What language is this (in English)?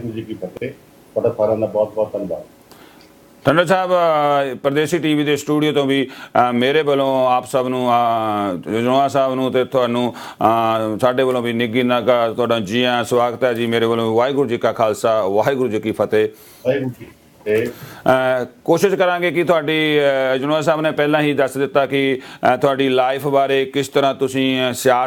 Punjabi